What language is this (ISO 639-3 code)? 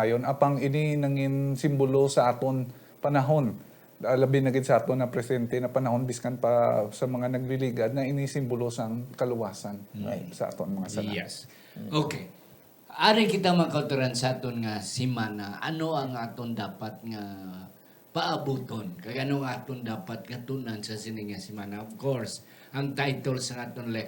hil